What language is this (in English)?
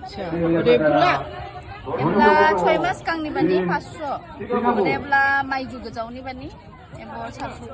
Dimasa